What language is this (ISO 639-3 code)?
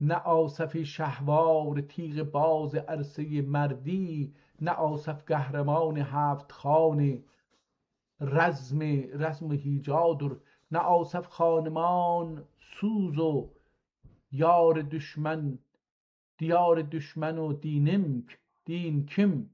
azb